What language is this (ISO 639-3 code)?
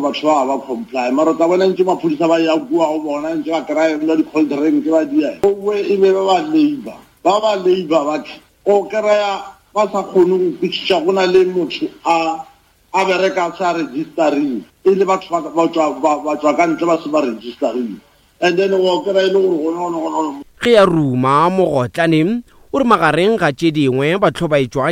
nso